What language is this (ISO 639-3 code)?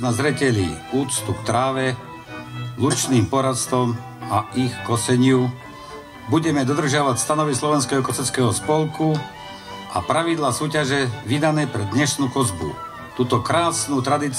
slk